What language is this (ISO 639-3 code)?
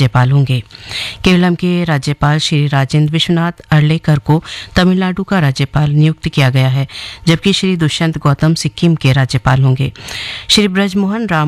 hin